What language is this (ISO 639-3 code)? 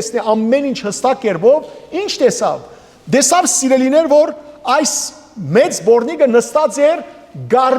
hyw